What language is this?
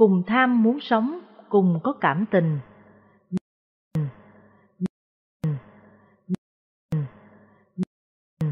Vietnamese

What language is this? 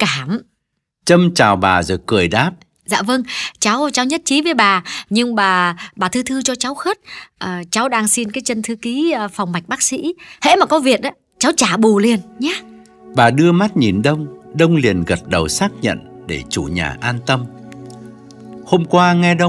Vietnamese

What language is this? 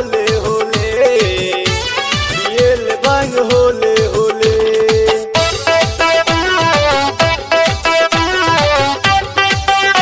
Bhojpuri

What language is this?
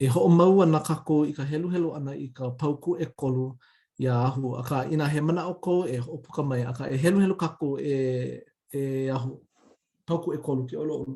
Hawaiian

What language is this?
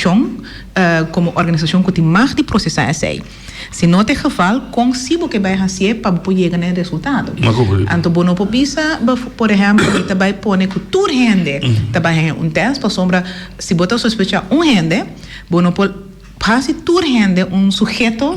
Papiamento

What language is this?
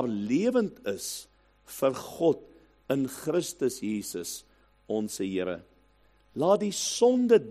Afrikaans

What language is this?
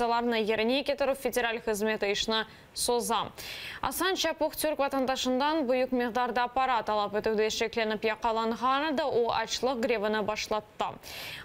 Crimean Tatar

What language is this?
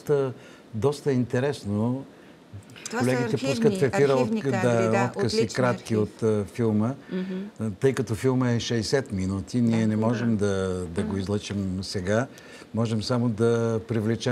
Bulgarian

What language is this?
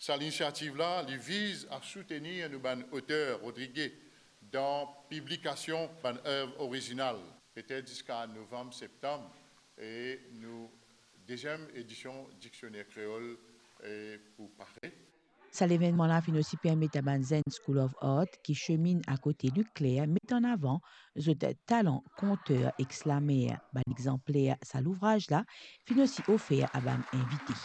Morisyen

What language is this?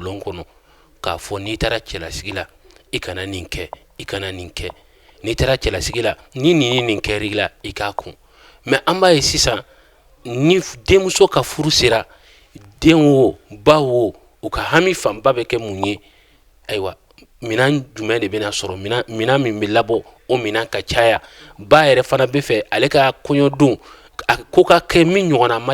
Bambara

